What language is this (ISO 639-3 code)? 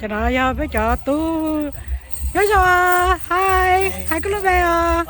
hmn